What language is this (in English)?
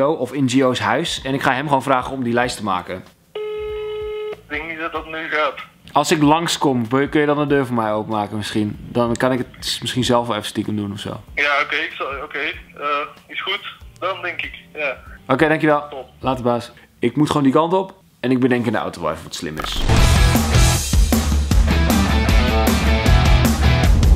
Dutch